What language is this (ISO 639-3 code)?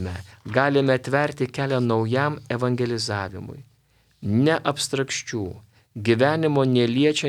lit